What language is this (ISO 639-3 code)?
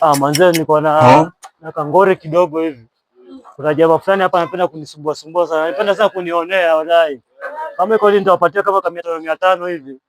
swa